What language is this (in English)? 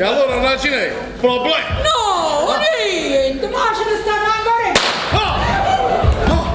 Neapolitan